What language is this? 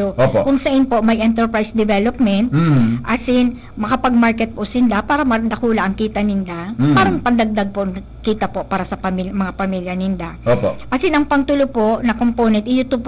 Bikol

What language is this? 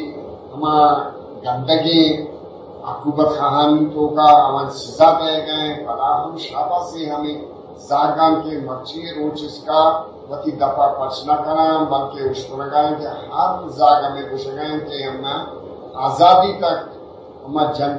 Eastern Balochi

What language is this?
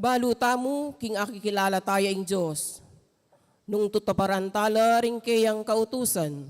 Pampanga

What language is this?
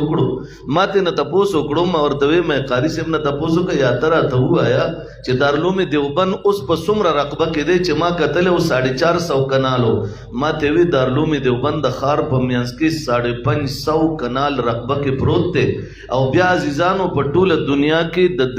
Pashto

